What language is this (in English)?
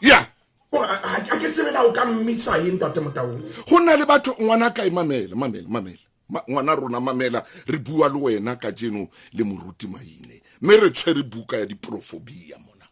Southern Sotho